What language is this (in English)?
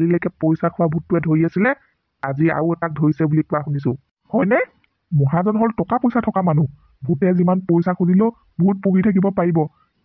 Assamese